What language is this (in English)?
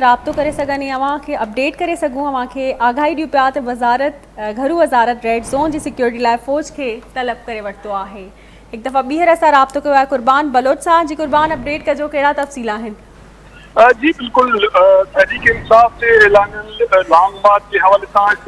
Sindhi